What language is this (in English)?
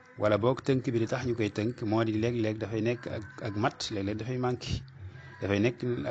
Wolof